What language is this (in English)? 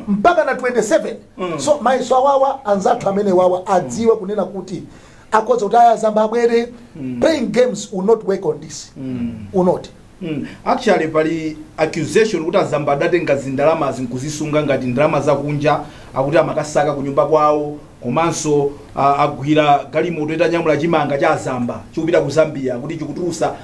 Nyanja